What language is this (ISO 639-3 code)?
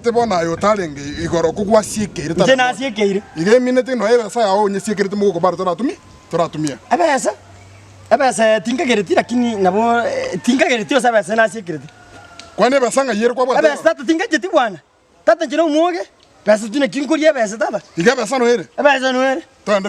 guz